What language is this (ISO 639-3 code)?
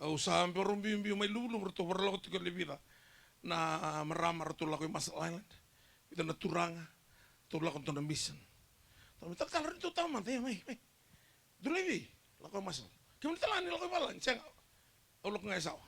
fij